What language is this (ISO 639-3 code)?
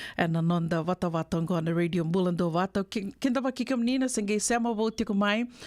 fij